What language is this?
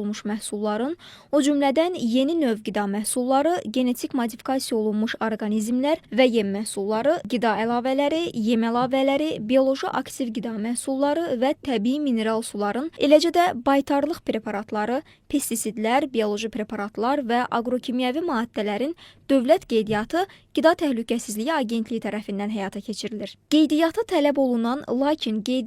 Azerbaijani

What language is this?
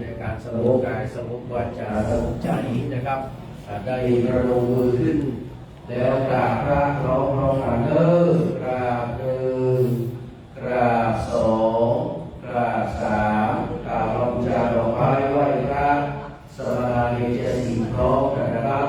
Pali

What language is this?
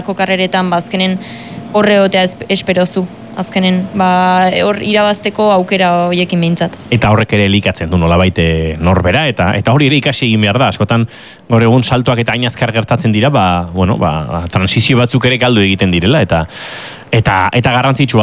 Basque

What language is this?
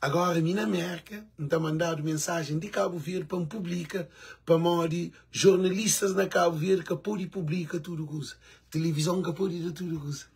Kabuverdianu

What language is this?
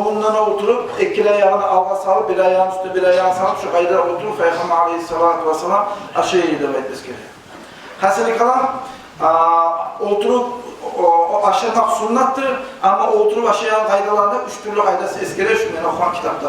Kumyk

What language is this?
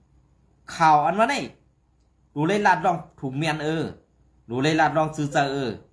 Shan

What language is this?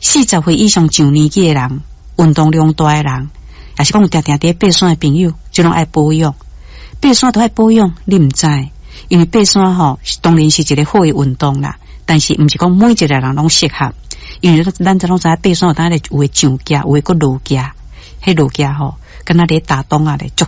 Min Nan Chinese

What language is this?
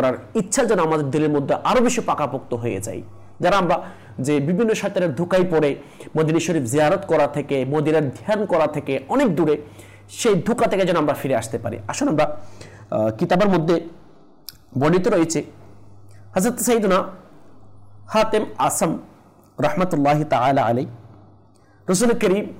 Bangla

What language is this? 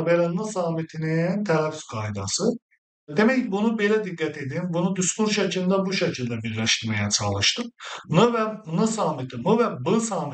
Azerbaijani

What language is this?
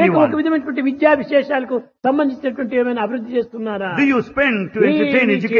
Telugu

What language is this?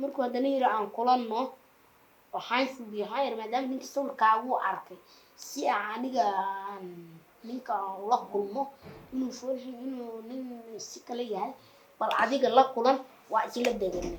Somali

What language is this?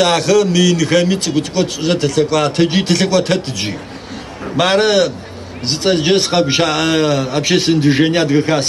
Adyghe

